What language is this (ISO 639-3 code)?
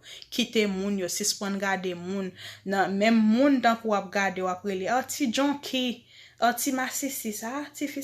hat